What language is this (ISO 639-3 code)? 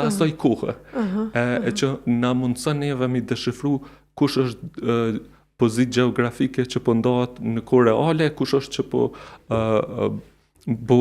sqi